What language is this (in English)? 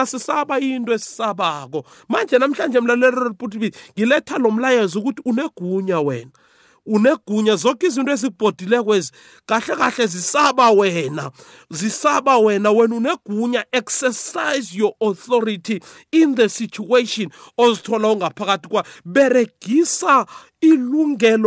South Ndebele